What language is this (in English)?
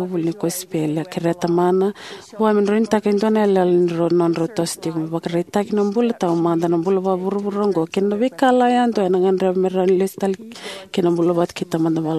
Fijian